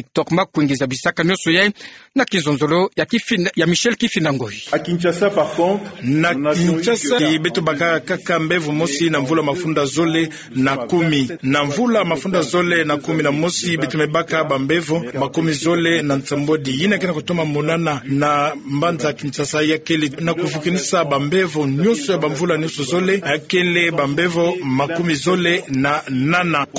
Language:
Kituba (Democratic Republic of Congo)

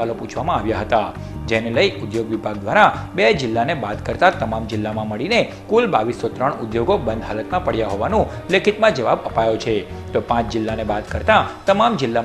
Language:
Gujarati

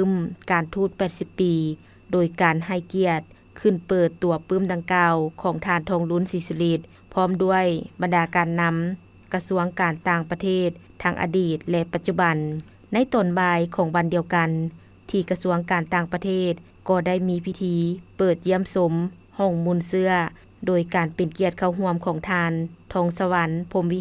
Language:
Lao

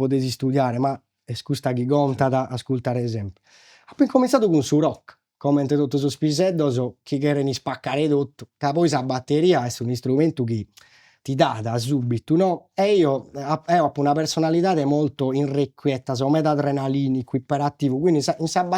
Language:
Sardinian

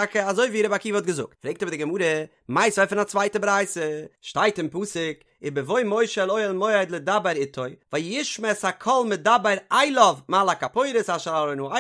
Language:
Yiddish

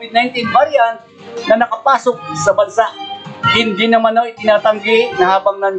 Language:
Filipino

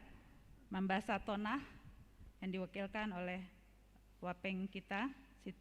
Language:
Batak Simalungun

